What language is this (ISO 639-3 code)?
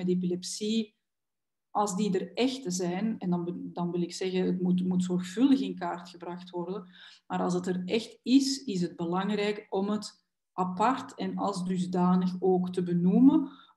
nld